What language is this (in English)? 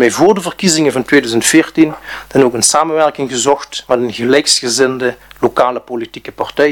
Dutch